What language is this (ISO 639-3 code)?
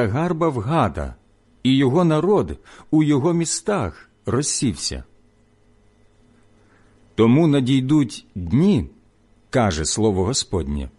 ukr